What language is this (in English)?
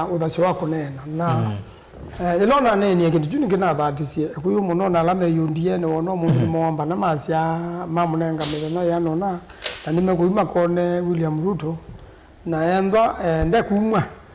Kamba